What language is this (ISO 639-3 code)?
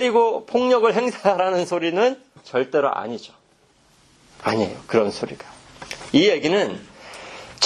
kor